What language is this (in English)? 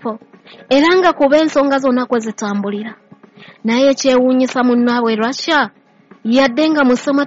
Ganda